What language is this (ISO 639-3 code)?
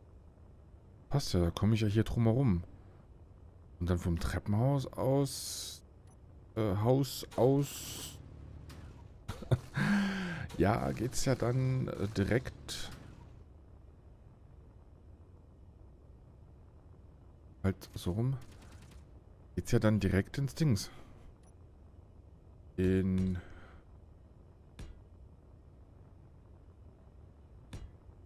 deu